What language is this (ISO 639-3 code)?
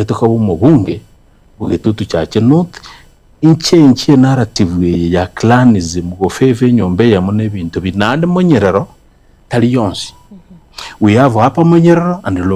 guz